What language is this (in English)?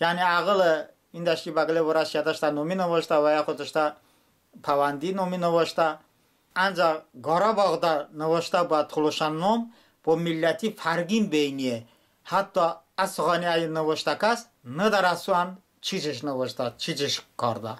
Talysh